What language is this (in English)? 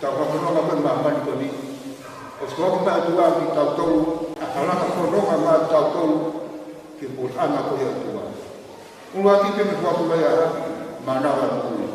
Tongan